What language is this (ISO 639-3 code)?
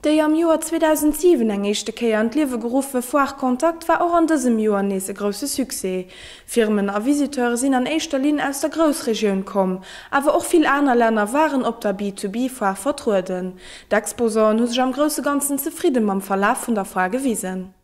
ltz